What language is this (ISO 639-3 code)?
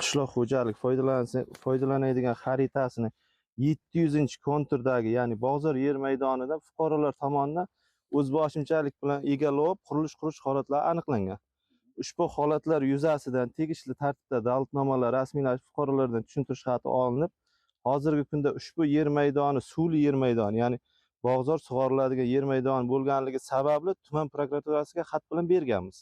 uzb